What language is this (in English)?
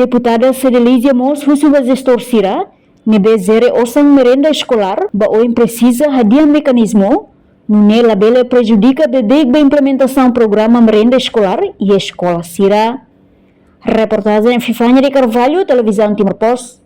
Tetum